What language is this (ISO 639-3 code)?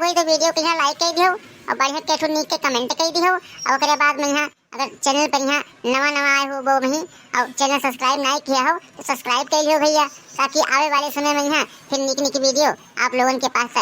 awa